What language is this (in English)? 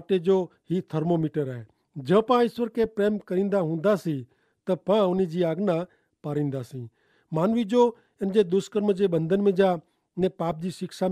Kachhi